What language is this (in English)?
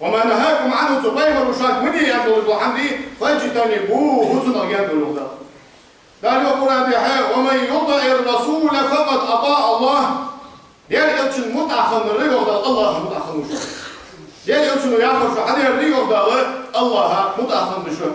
Ingush